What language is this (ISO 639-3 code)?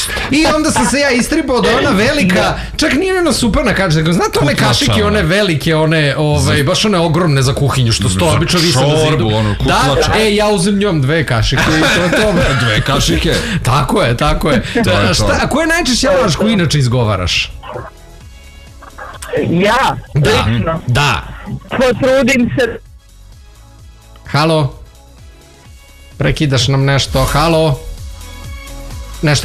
srp